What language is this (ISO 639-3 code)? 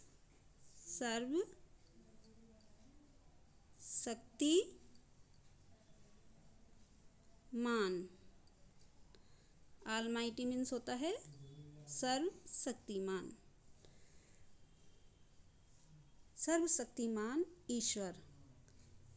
hin